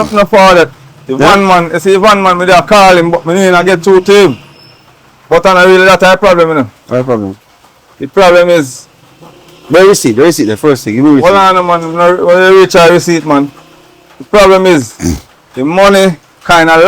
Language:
Jamaican Creole English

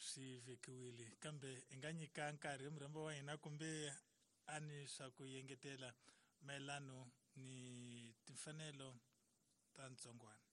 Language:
Tsonga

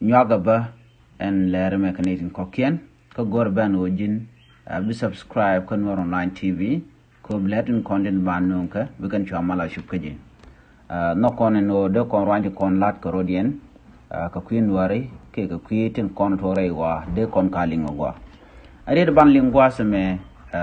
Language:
Nuer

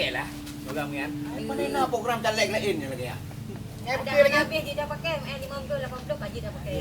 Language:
Achinese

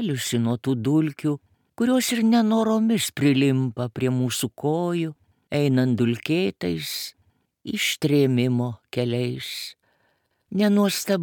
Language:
Lithuanian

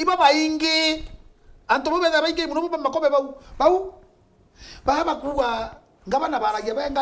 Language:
Meru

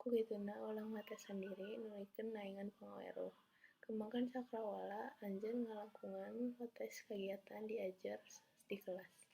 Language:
Sundanese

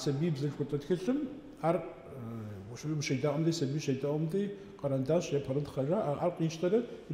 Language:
Kabardian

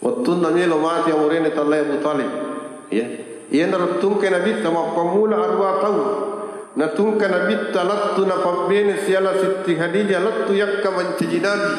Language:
Buginese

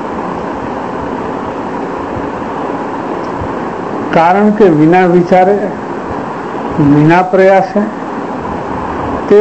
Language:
Gujarati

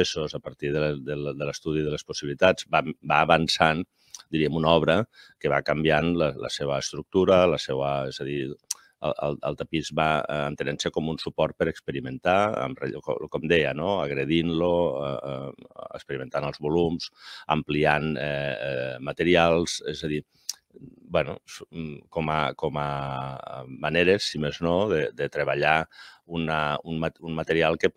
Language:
Catalan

